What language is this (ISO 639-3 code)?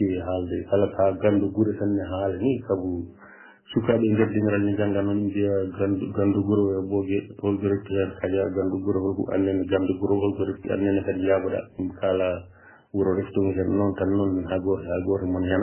ful